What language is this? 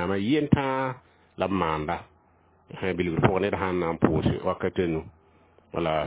Mossi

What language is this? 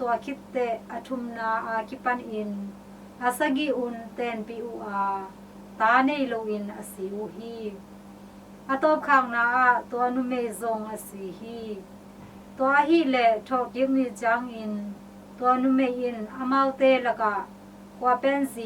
Tedim Chin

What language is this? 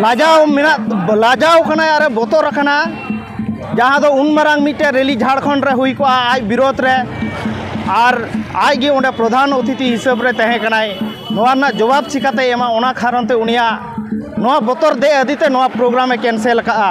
Santali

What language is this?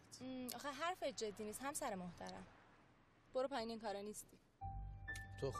Persian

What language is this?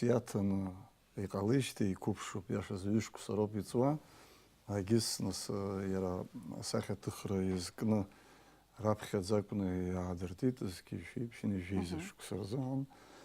Abkhazian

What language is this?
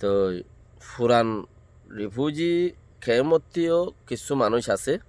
Rohingya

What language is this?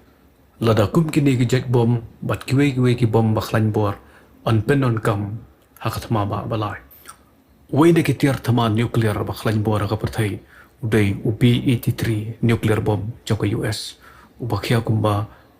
Khasi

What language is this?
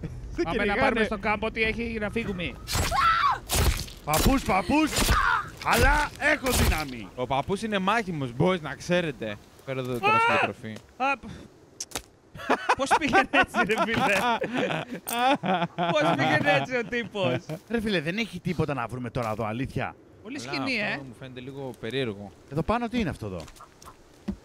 Greek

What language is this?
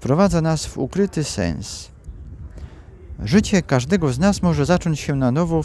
Polish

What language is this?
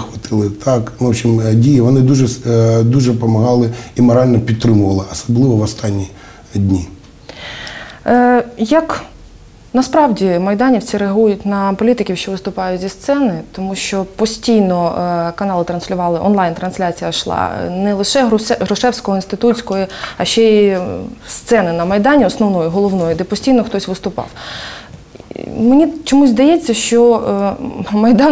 Ukrainian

